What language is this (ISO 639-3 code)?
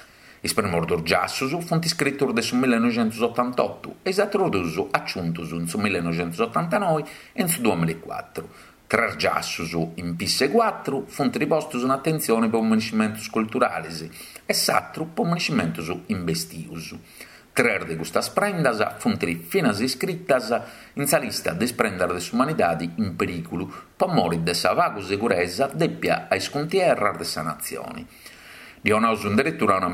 srd